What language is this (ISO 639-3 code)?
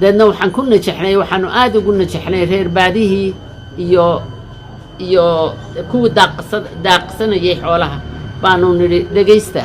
som